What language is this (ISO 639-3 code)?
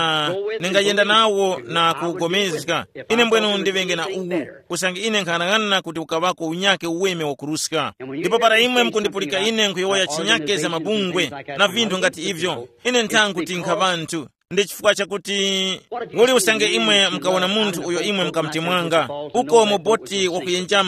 tum